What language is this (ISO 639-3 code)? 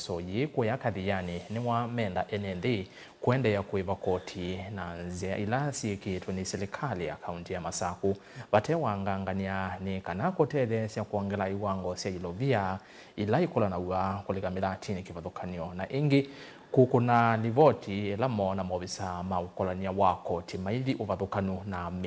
kam